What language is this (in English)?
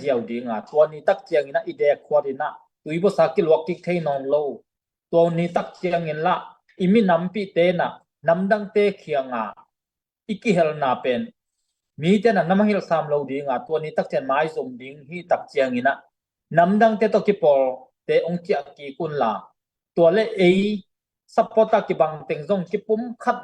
Tedim Chin